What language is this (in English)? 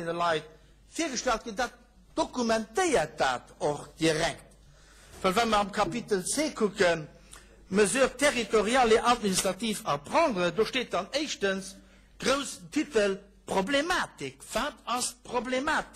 Luxembourgish